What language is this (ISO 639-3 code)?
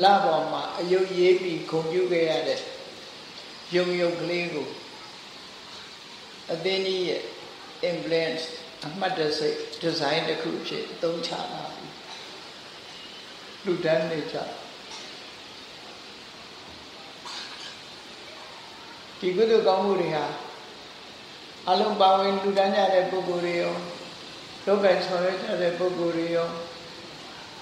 mya